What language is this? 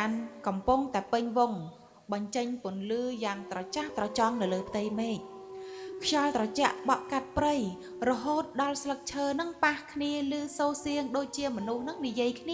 Khmer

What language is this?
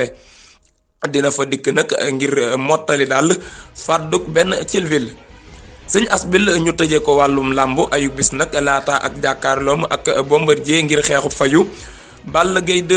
Wolof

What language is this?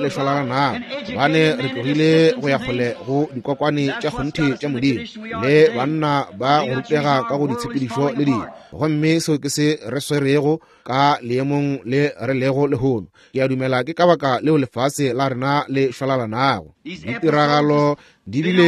Northern Sotho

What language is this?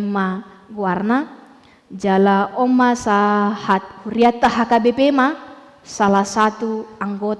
Batak Toba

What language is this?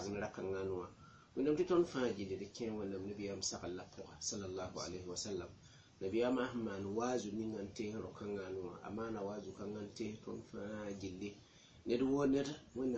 Mossi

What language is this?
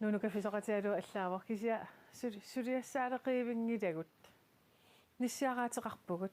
Kalaallisut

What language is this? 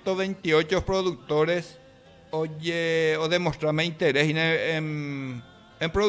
Guarani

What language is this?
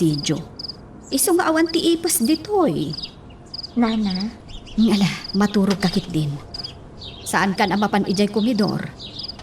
Iloko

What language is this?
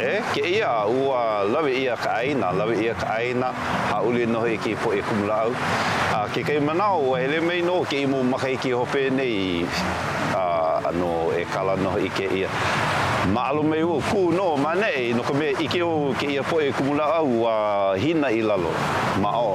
Hawaiian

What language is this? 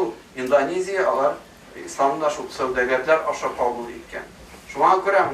Tatar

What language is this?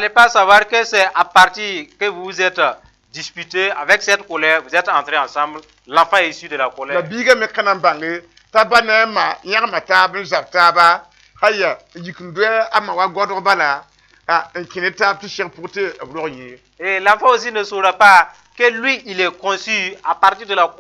Mossi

